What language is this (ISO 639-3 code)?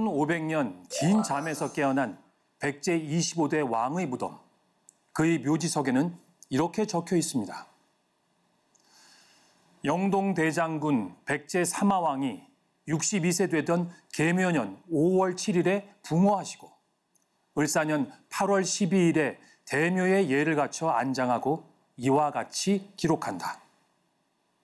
kor